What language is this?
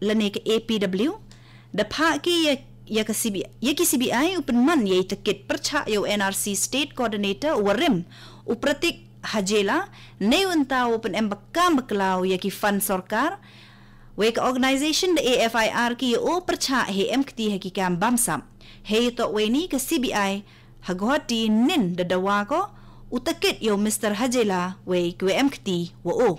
Khasi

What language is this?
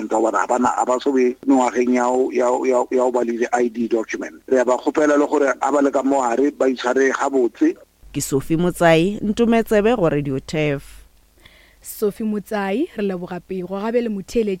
Northern Sotho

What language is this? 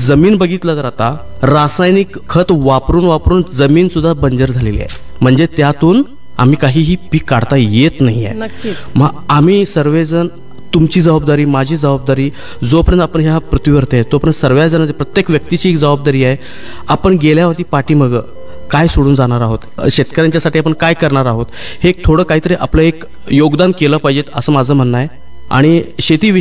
Marathi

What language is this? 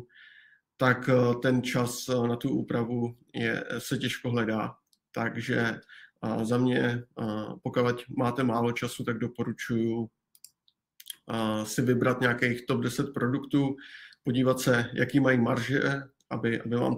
Czech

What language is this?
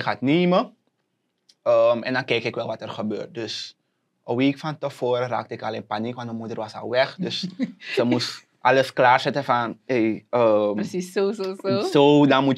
Dutch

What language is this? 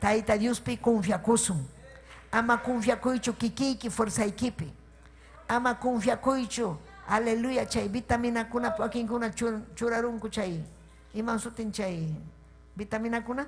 Ayacucho Quechua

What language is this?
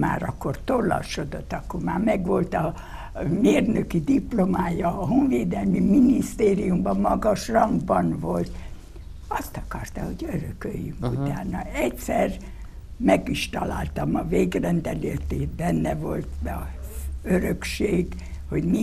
Hungarian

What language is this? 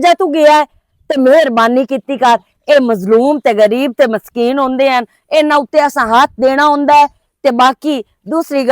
Western Panjabi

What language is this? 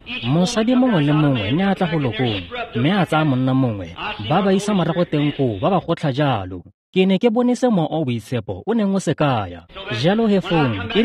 Tswana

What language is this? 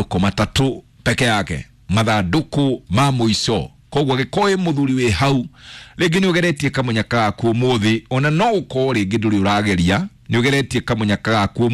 Kikuyu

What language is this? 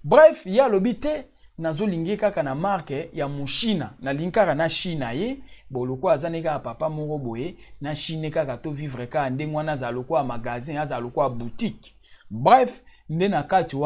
Lingala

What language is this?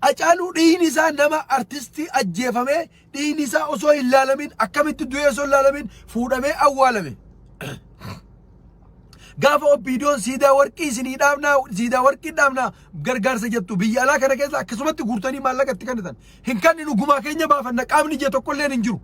Oromo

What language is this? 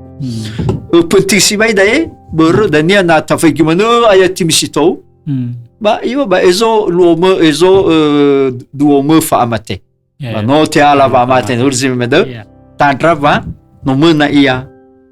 Nias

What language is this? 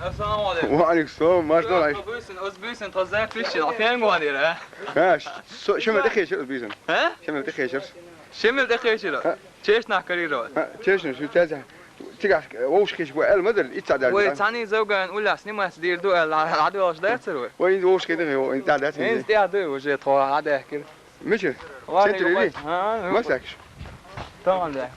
Chechen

